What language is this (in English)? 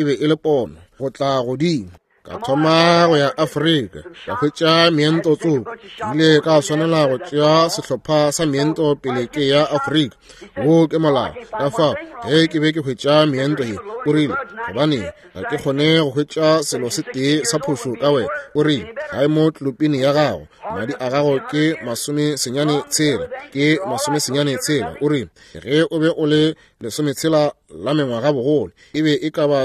Northern Sotho